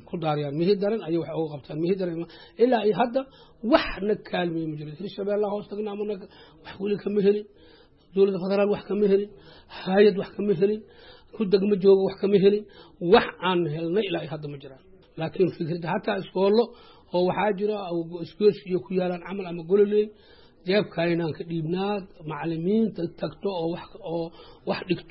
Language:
Somali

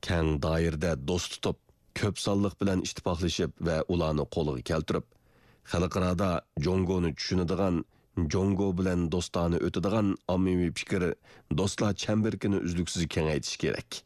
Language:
Uyghur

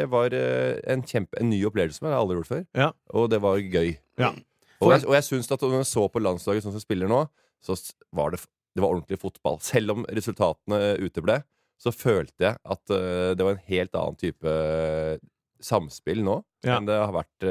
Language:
Norwegian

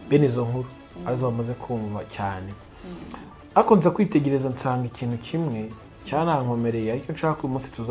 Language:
Kinyarwanda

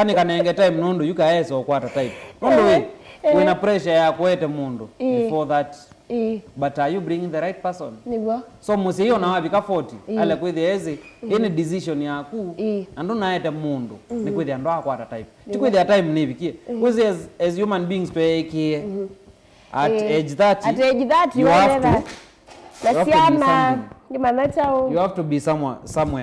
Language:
Kamba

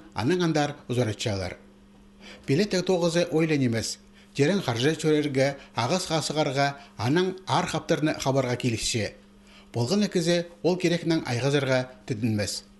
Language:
Khakas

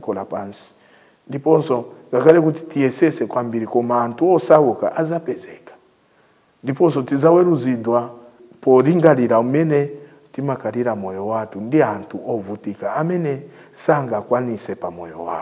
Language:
Nyanja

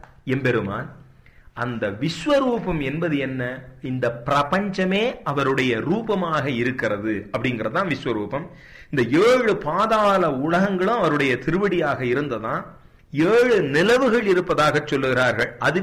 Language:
Tamil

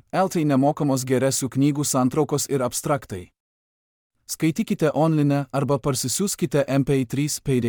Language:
Lithuanian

